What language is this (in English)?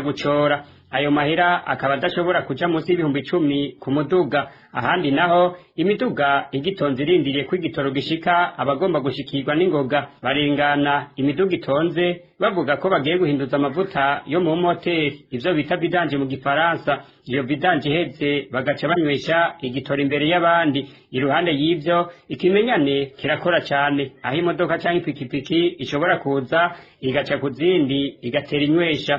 Rundi